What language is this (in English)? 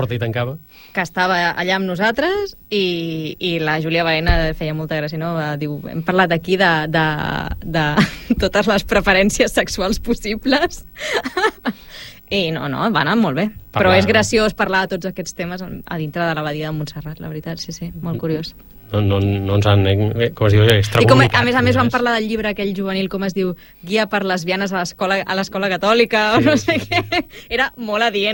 Catalan